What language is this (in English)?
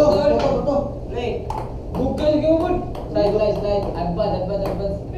Cebuano